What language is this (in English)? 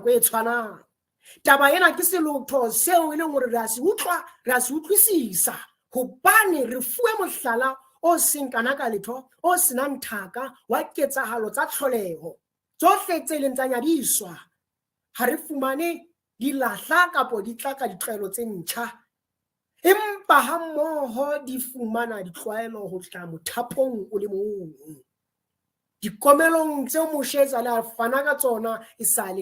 Southern Sotho